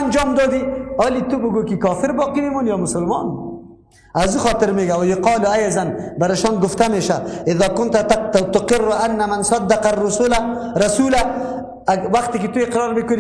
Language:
Persian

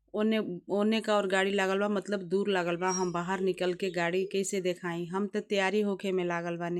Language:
Bhojpuri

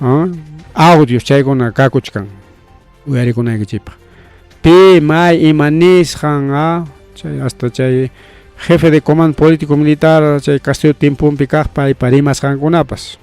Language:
Ayacucho Quechua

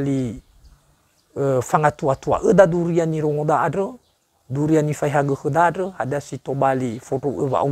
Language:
Nias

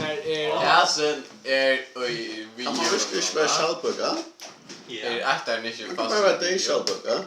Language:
Faroese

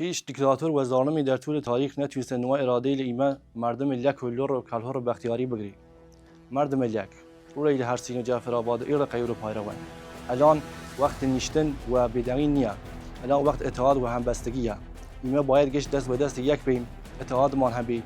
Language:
Kurdish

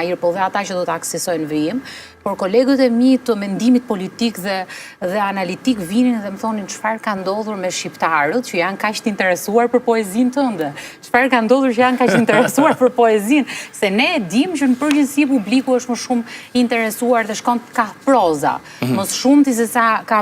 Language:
Albanian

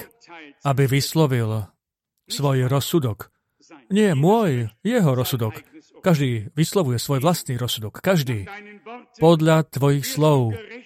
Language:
Slovak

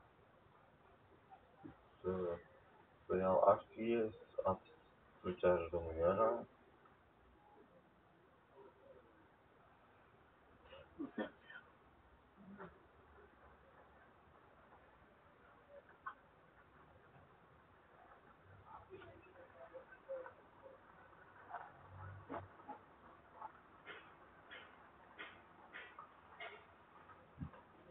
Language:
Romanian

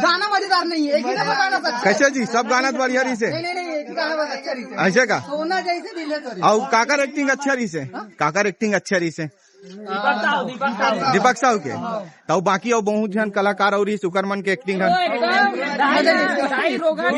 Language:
Chhattisgarhi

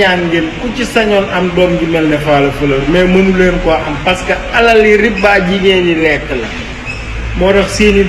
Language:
Wolof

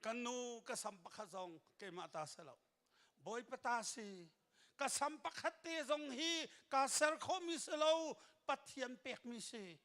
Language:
Hakha Chin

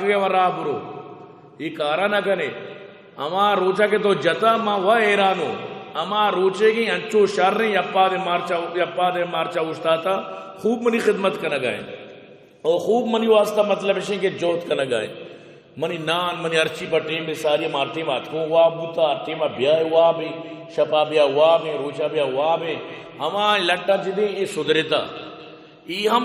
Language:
Baluchi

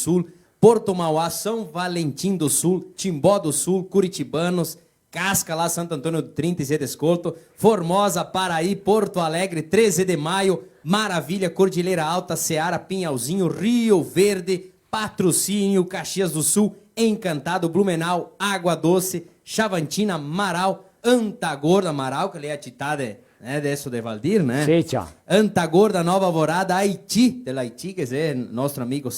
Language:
Venetian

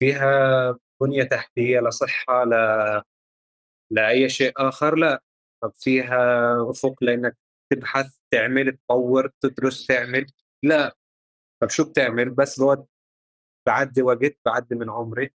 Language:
North Levantine Arabic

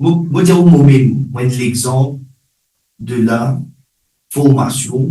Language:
Morisyen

